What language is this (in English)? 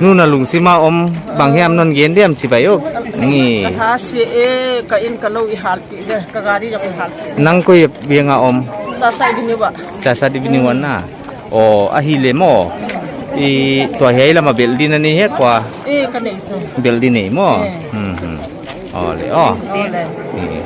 Paite Chin